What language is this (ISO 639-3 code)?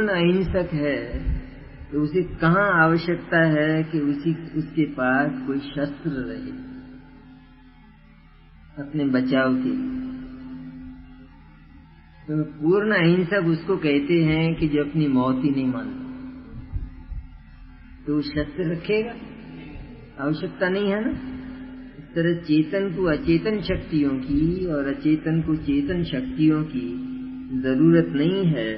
hin